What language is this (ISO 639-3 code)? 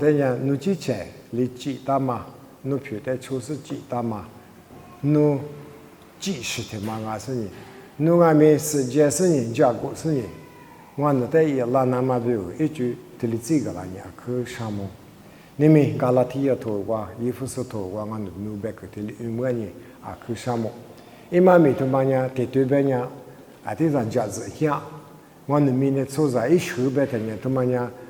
lis